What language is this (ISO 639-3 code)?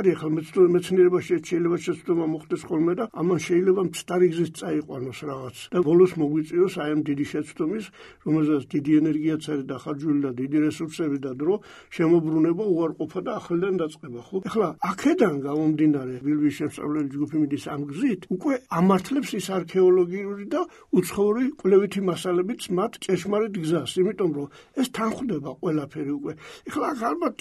kat